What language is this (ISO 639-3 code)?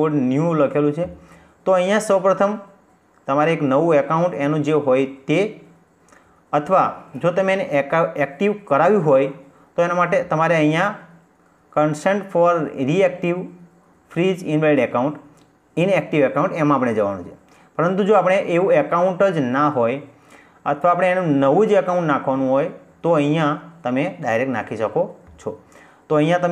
guj